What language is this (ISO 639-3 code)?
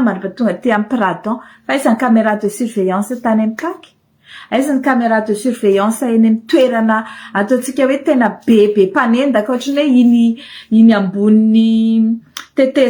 mlg